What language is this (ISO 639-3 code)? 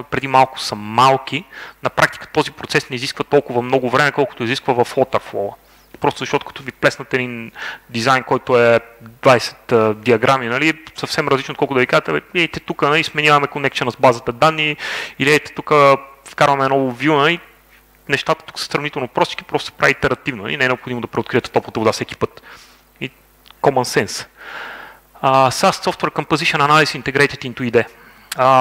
bul